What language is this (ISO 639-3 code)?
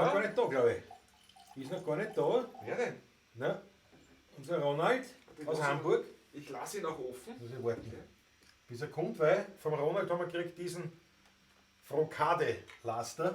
bar